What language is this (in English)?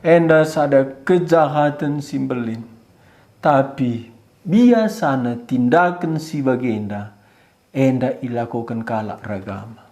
Batak Karo